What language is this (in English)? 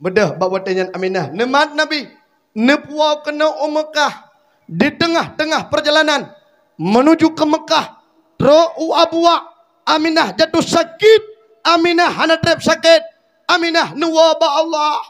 Achinese